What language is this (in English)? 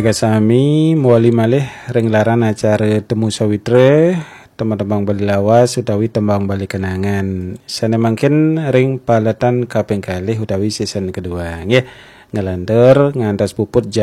Balinese